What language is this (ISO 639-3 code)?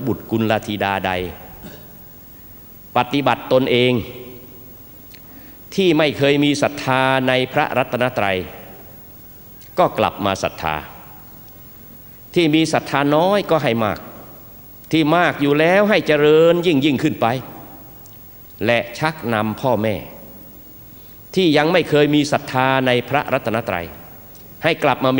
tha